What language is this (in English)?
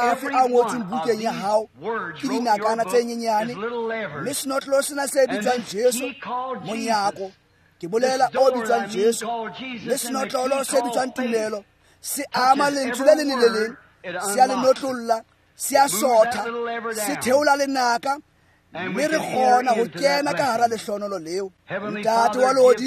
Tswana